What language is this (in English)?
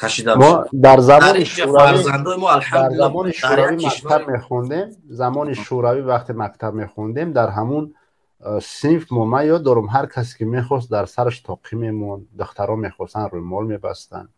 Tajik